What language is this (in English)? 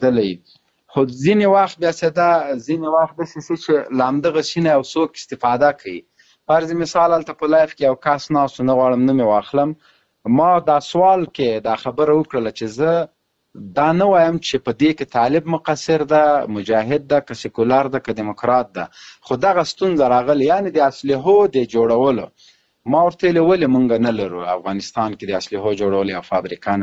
Pashto